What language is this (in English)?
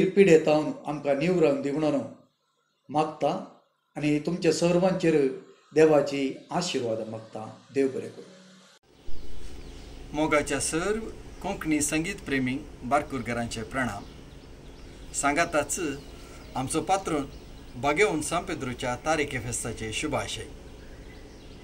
Konkani